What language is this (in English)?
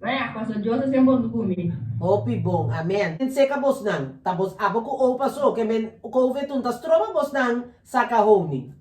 Papiamento